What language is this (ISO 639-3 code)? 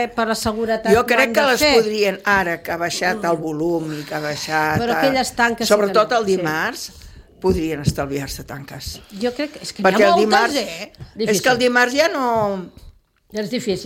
cat